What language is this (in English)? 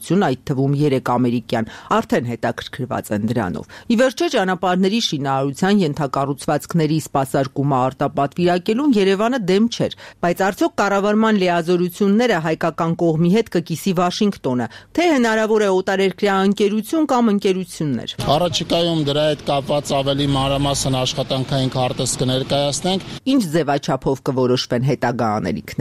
Armenian